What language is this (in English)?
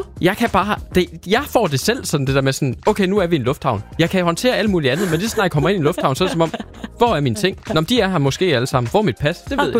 Danish